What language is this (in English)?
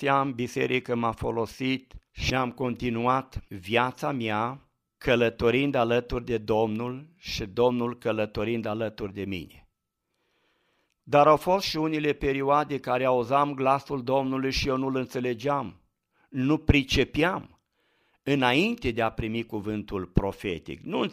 Romanian